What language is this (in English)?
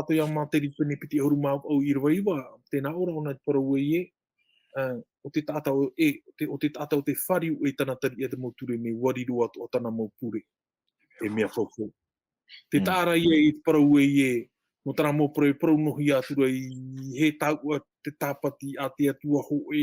Tahitian